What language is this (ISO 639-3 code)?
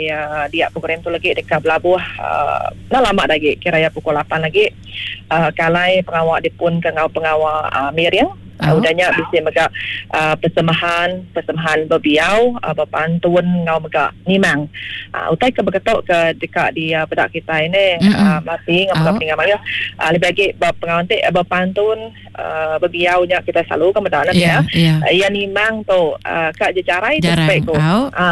iba